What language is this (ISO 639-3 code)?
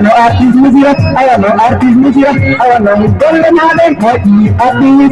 ful